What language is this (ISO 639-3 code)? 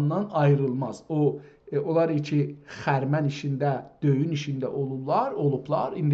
azb